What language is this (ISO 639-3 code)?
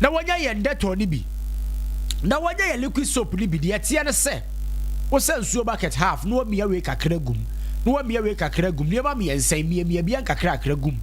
aka